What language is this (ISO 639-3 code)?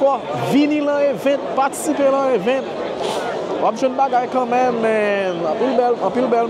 hat